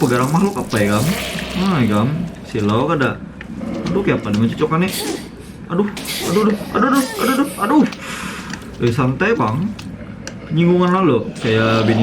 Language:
Banjar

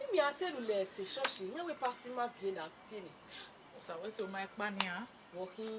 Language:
Bini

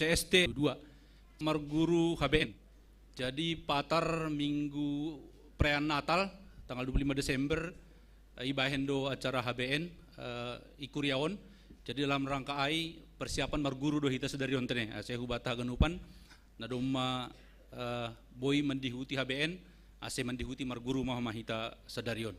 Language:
Batak Simalungun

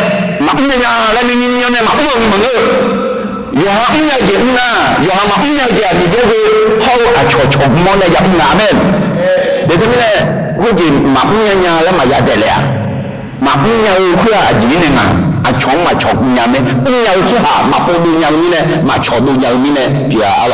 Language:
Akha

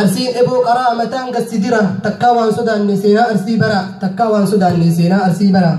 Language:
Oromo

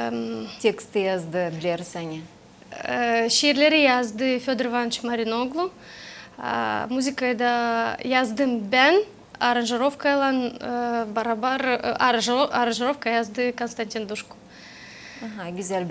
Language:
Gagauz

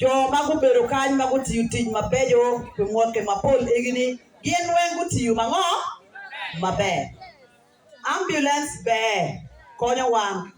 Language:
Acoli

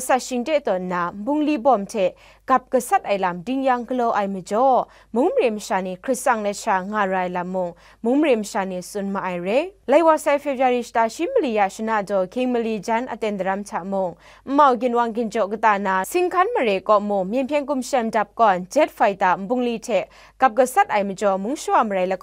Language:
Kachin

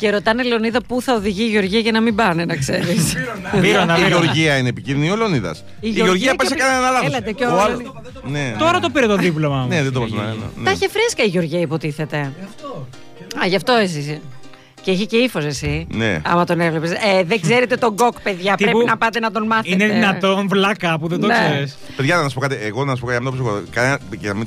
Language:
Greek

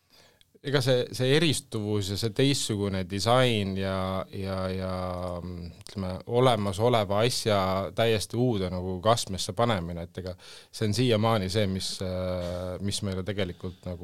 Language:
Estonian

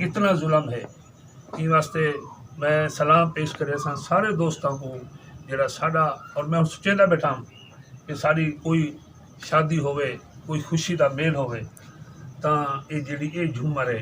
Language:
Saraiki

